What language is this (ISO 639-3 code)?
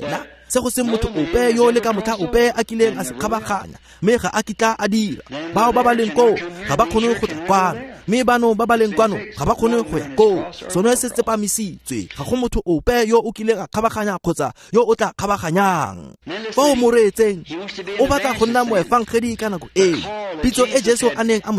tsn